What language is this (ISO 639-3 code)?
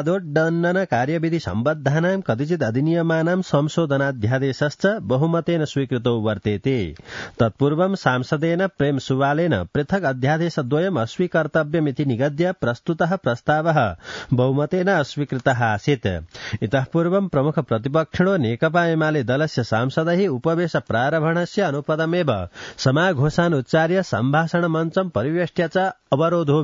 san